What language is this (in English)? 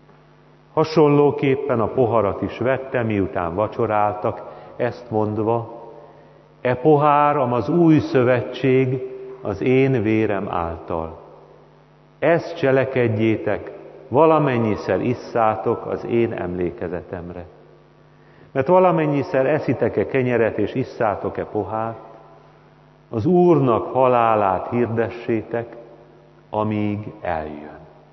Hungarian